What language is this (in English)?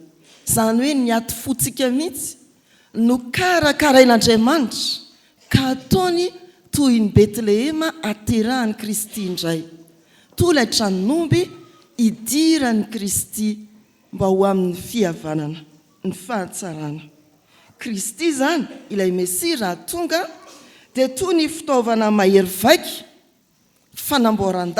Malagasy